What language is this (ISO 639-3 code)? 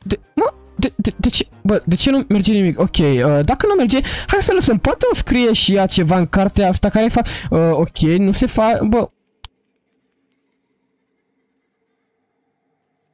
ron